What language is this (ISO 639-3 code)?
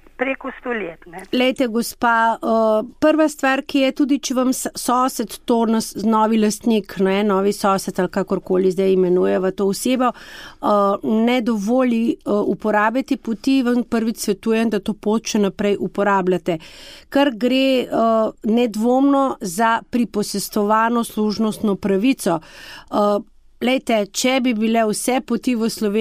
slv